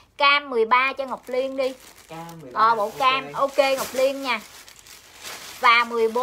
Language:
Vietnamese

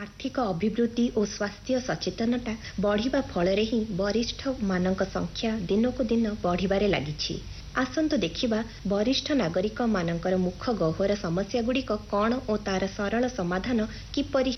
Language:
Odia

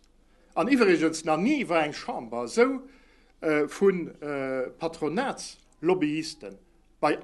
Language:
Luxembourgish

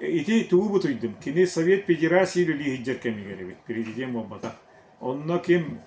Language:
Yakut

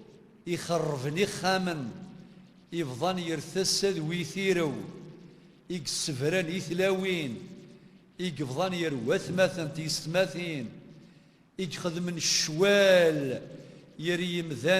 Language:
Kabyle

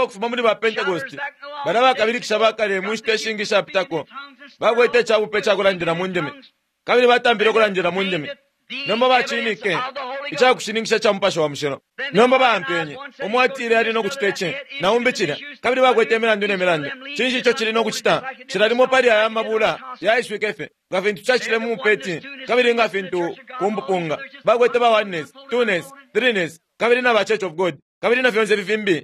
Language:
Bemba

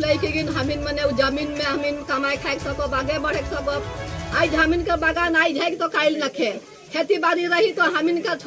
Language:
Sadri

